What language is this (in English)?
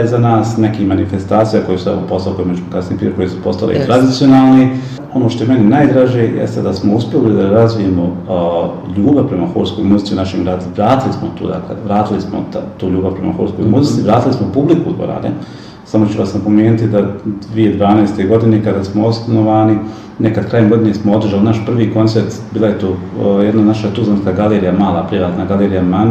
Bosnian